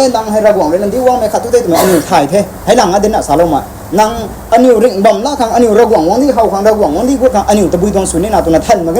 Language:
Rongmei Naga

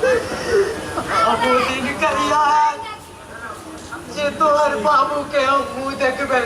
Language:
Maithili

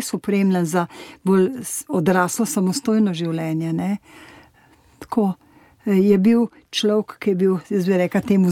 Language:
Slovenian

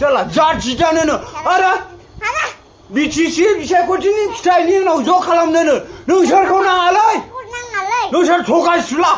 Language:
Bodo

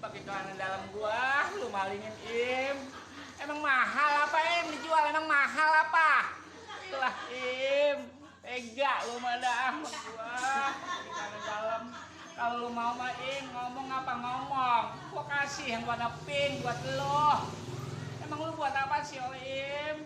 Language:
Betawi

